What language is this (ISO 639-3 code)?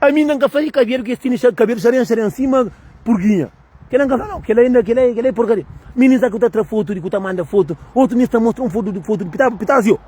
kea